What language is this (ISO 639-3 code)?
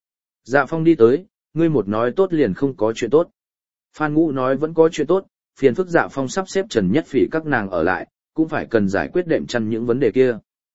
vie